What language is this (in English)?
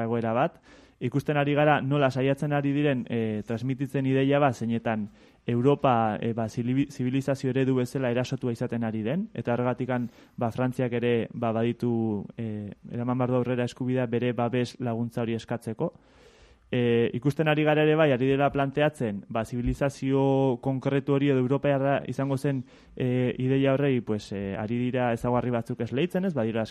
Basque